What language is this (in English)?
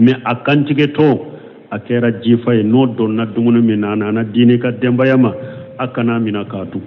Bambara